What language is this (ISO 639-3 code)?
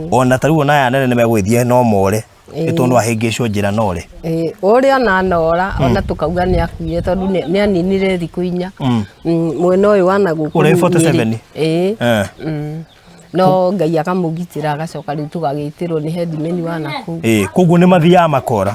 kik